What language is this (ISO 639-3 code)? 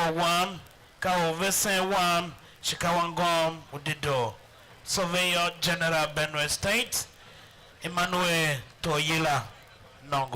tiv